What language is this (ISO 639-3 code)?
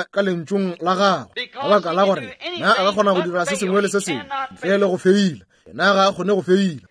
nso